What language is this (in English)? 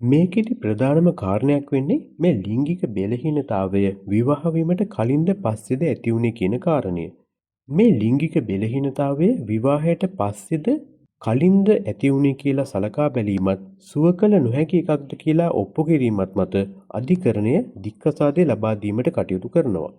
Sinhala